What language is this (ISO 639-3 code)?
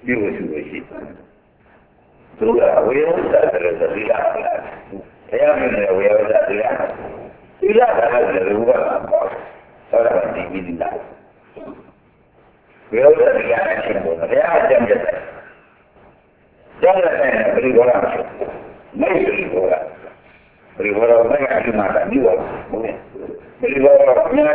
mya